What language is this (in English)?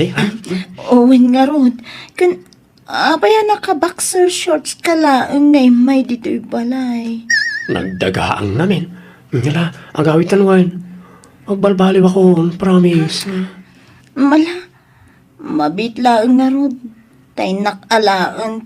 Iloko